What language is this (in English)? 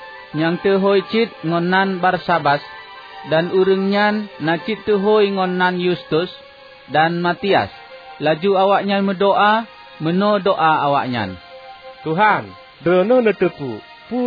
Achinese